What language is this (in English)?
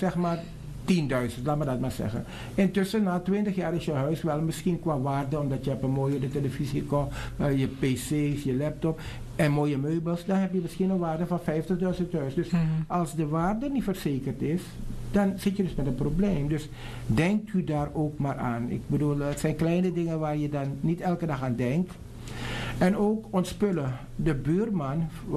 Dutch